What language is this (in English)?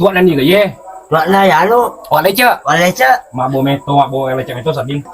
Buginese